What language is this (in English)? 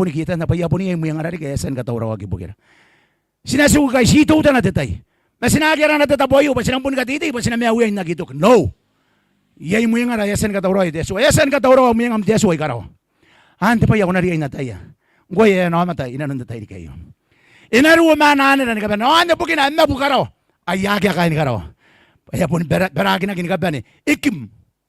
Gilbertese